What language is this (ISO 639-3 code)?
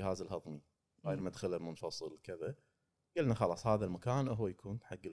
afb